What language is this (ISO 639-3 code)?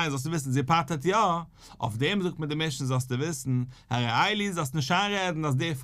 yid